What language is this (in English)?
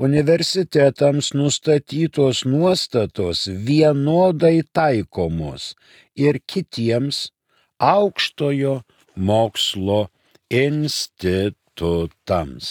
Lithuanian